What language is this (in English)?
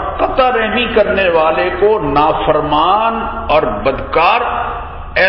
Urdu